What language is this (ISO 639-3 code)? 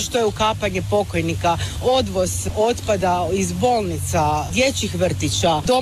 hrv